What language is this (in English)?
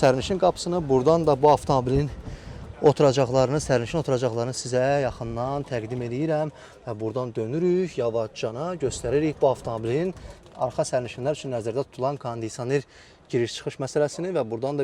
Azerbaijani